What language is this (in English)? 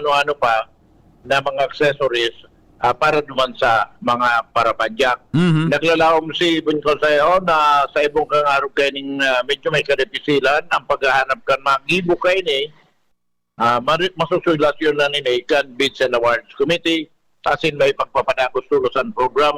Bikol